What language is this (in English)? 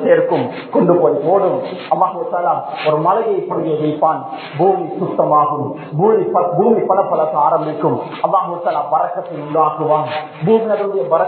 Tamil